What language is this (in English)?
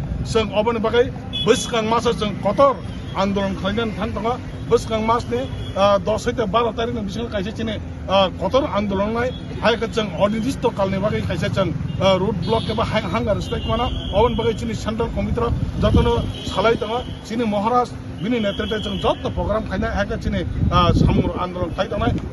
Kok Borok